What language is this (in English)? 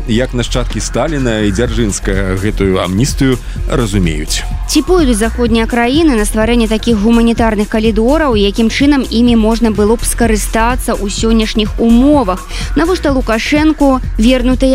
Belarusian